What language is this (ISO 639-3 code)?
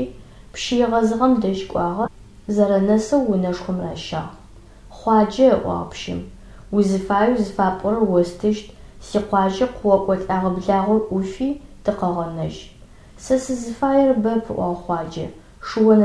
ady